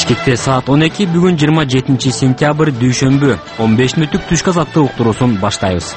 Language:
Kyrgyz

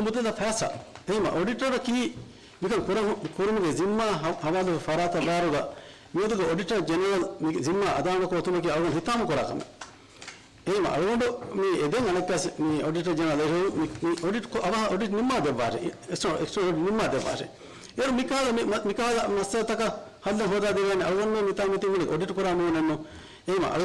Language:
Divehi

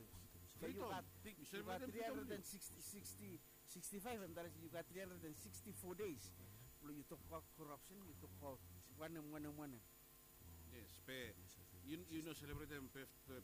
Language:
Bislama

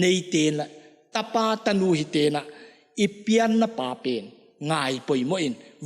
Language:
Paite Chin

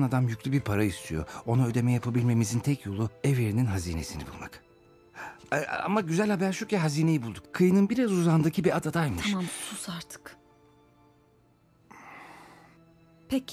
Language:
Turkish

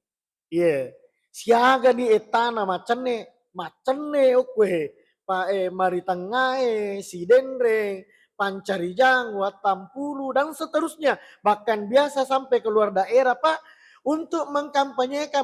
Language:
Buginese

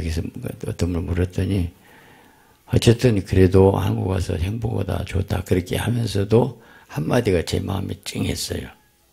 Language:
Korean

